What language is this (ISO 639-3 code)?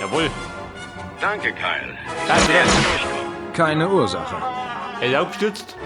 bar